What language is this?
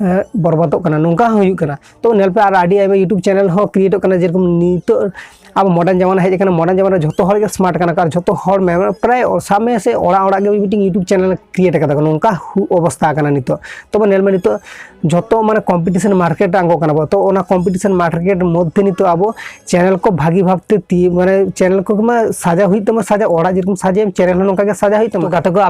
Santali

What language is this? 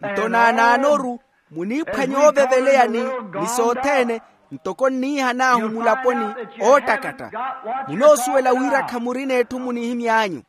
Makhuwa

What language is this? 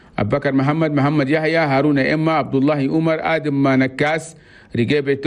Chadian Arabic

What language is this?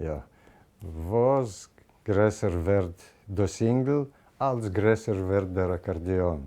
Yiddish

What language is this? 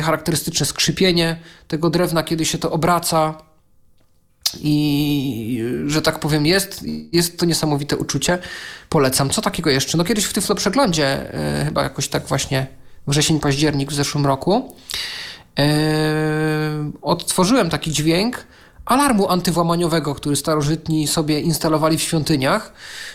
Polish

